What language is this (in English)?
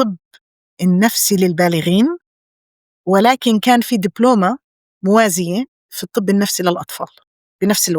North Levantine Arabic